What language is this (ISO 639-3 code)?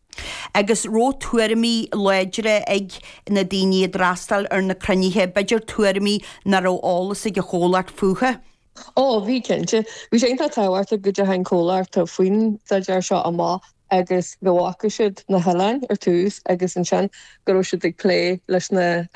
gle